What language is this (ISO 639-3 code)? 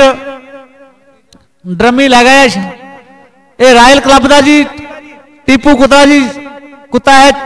pan